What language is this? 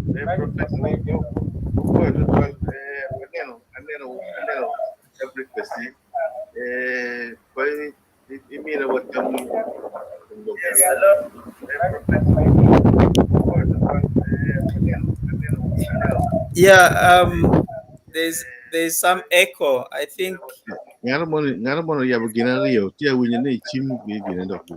Acoli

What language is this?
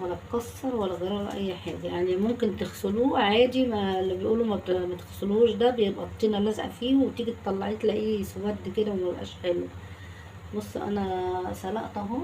Egyptian Arabic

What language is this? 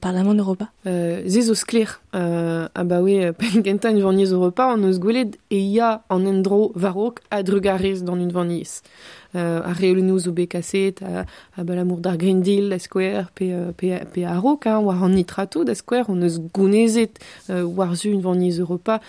Breton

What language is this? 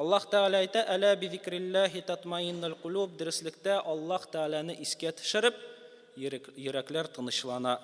Tatar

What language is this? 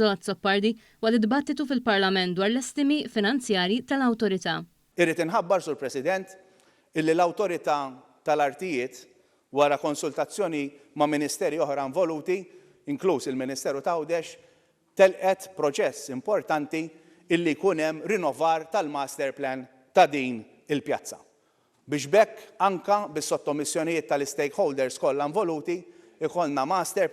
Maltese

